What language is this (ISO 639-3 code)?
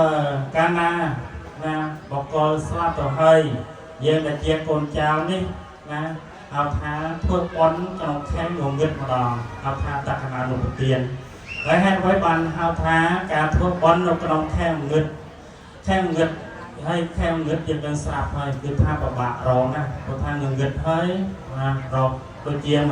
khm